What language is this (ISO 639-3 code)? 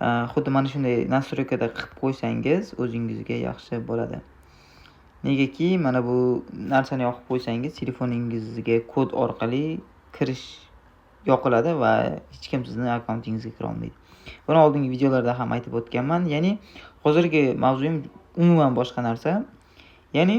uzb